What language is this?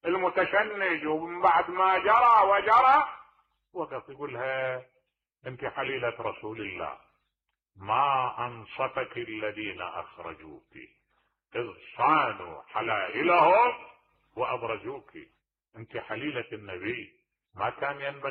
Mesopotamian Arabic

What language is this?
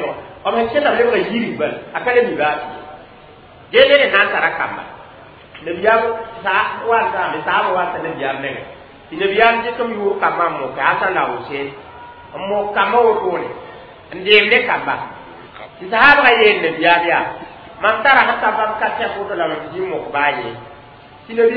Mossi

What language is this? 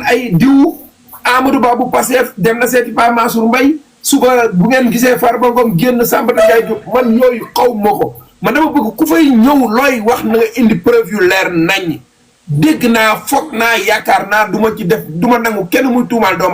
Wolof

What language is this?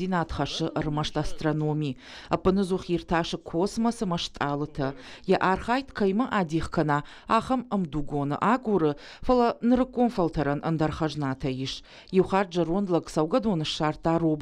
Ossetic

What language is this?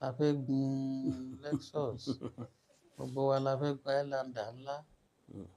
Yoruba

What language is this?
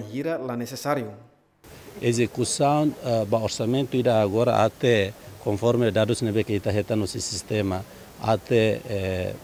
Tetum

